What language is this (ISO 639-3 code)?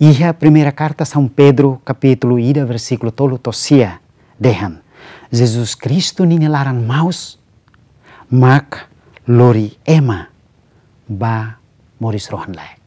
tet